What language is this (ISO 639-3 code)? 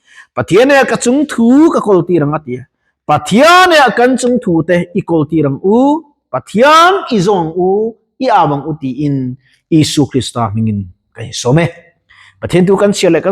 lus